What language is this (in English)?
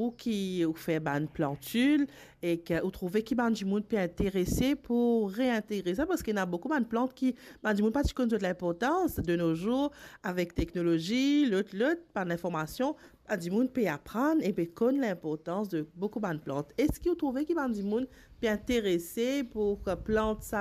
Morisyen